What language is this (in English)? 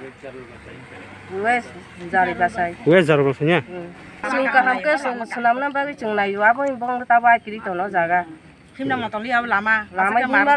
Kok Borok